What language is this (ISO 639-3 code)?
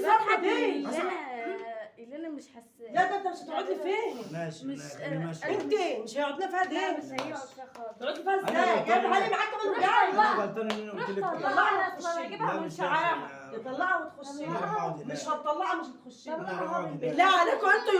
arz